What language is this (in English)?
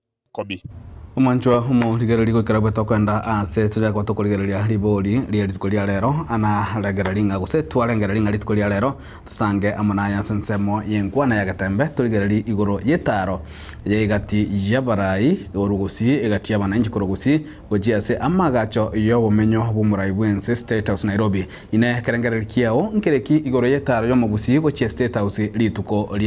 Gusii